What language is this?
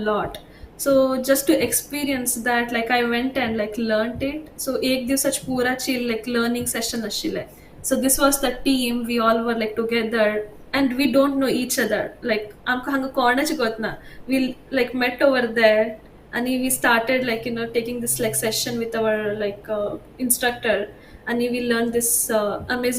Konkani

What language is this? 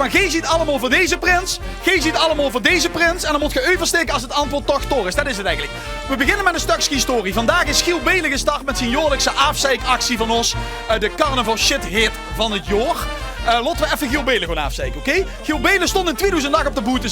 Limburgish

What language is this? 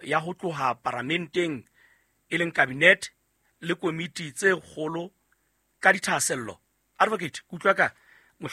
Southern Sotho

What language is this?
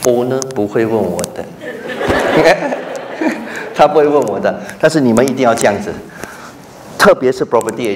Chinese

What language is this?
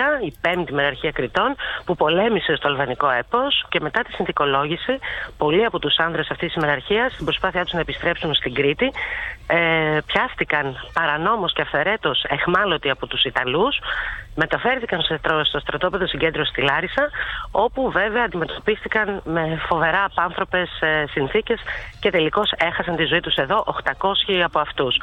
Greek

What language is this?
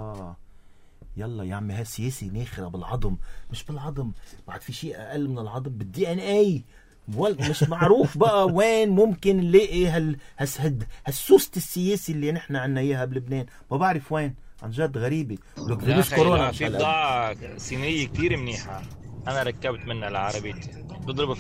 North Levantine Arabic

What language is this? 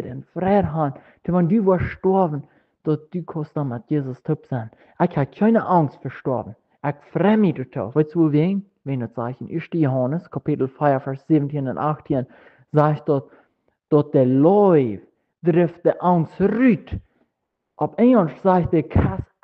Plautdietsch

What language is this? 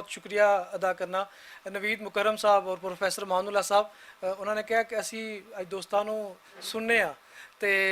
Western Panjabi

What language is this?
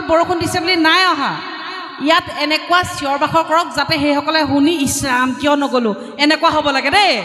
Assamese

